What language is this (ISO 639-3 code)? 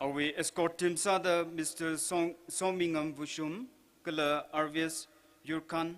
nmf